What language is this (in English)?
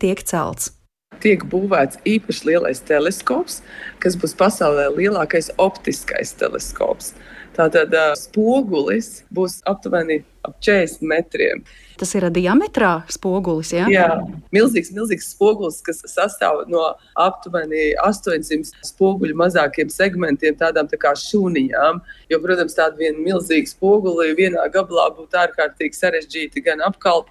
Latvian